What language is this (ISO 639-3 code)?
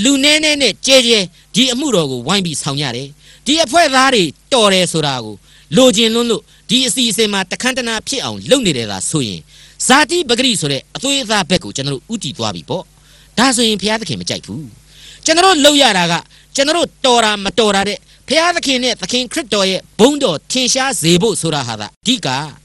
mya